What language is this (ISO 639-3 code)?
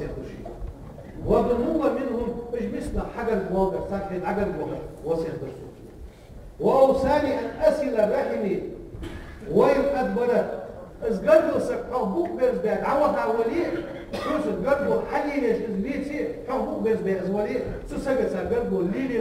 inh